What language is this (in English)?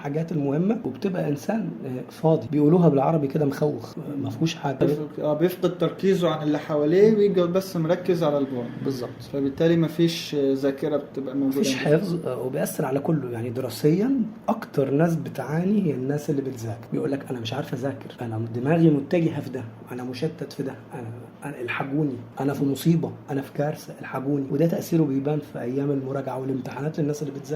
Egyptian Arabic